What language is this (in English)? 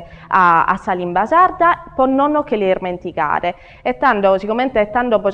Sardinian